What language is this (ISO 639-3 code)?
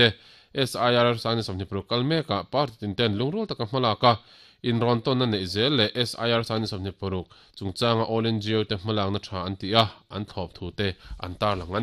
lus